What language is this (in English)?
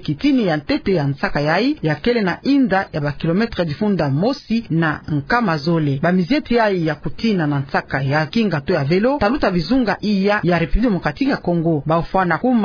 Kituba (Democratic Republic of Congo)